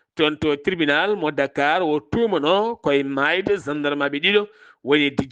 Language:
Fula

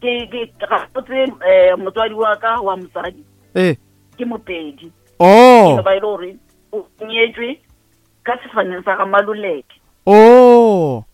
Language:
Northern Sotho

